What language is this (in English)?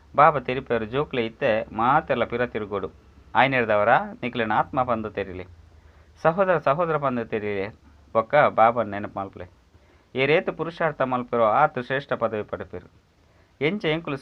Tulu